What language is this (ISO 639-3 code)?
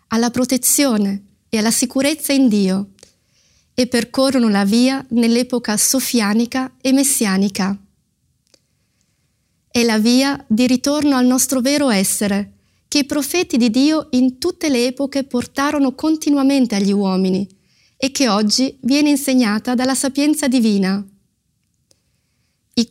ita